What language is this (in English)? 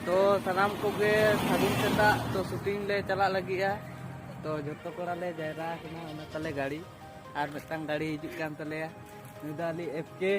Santali